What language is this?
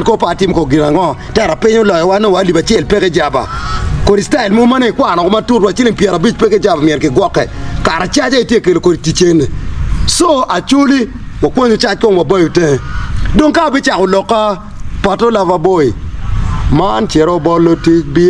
Acoli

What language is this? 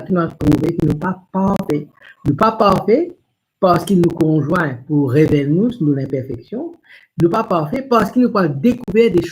Morisyen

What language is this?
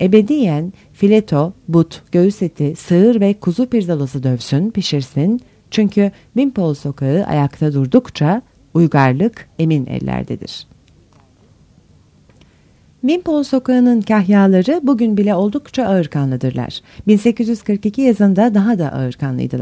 Turkish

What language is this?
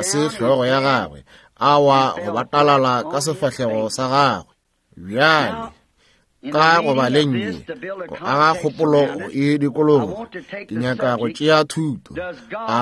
Northern Sotho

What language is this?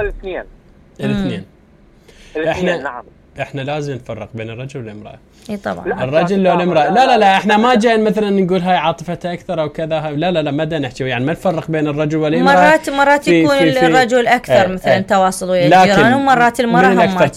Mesopotamian Arabic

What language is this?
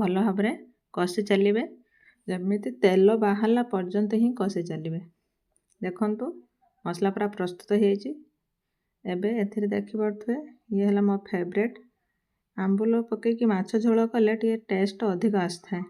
Odia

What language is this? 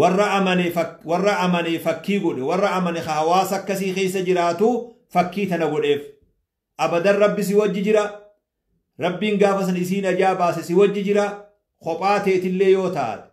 Oromo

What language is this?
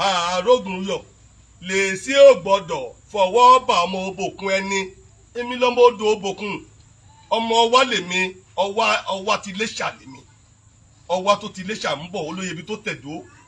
Yoruba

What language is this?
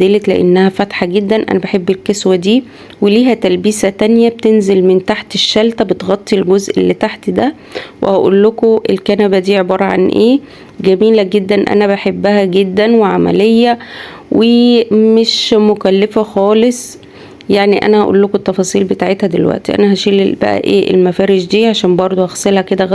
Egyptian Arabic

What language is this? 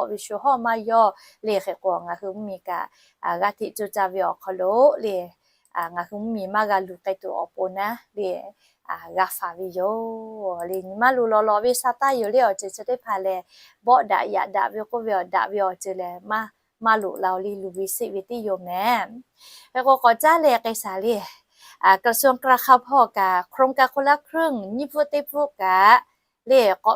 Lahu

